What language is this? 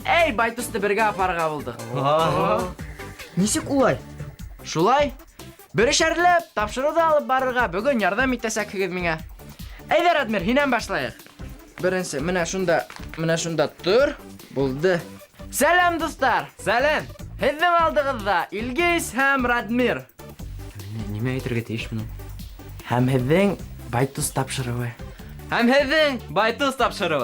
Bashkir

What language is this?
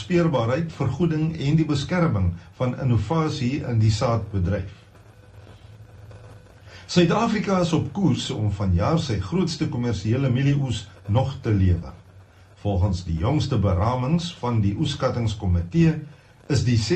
Afrikaans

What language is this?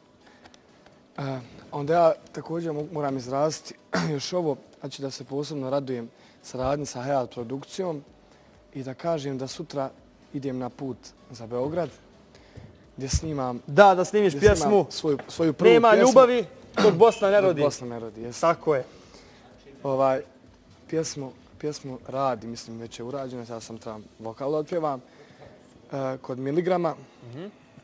Bosnian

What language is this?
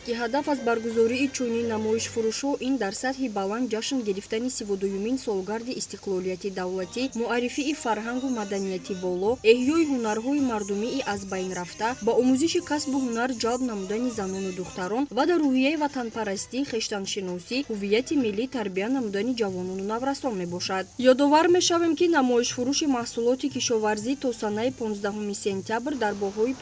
Tajik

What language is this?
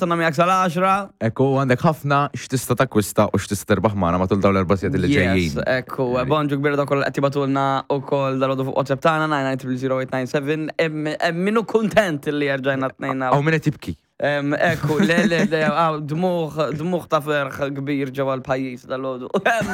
Maltese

